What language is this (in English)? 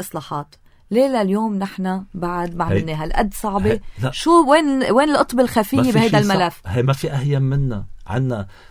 North Levantine Arabic